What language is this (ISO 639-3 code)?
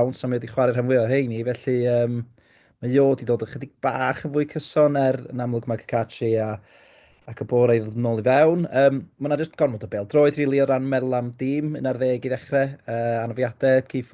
cym